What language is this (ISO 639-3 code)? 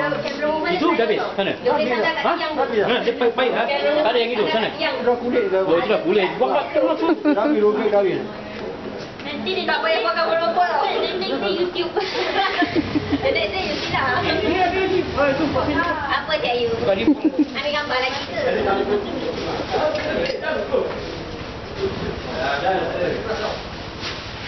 msa